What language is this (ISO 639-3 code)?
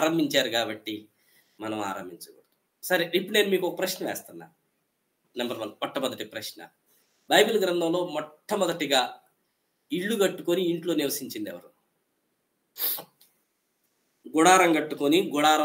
tel